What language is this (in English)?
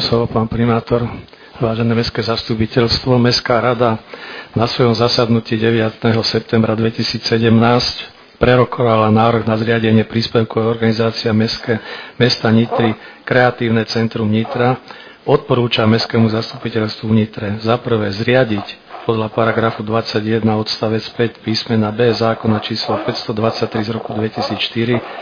Slovak